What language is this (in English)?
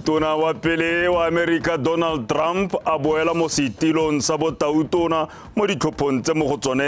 Tswana